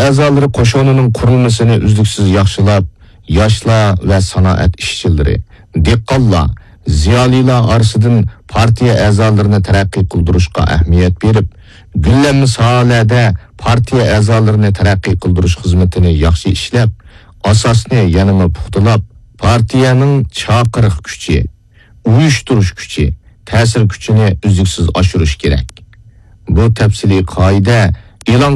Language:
Uyghur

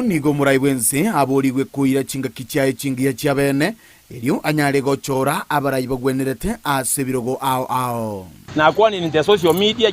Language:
Gusii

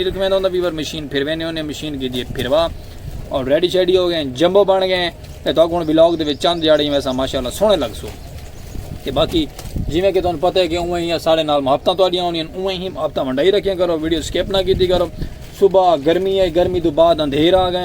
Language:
Saraiki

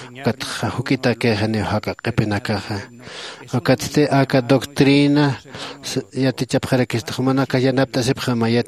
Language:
Aymara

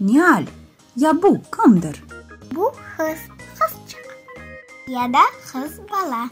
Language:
Crimean Tatar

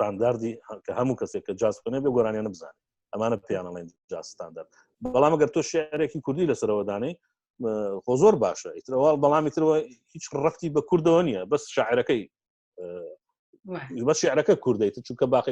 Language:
Central Kurdish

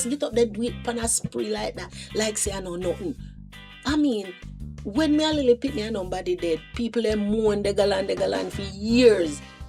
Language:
Jamaican Creole English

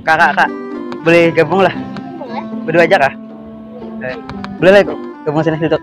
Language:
Banjar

